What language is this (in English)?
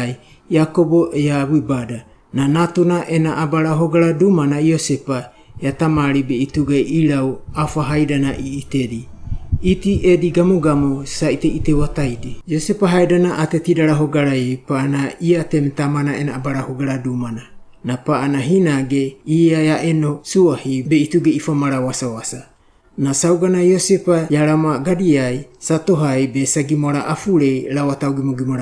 Wagawaga